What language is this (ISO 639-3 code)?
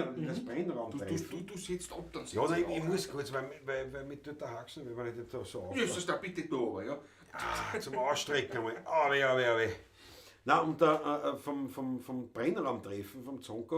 bar